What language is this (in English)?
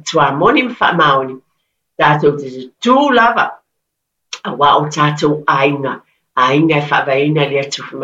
Samoan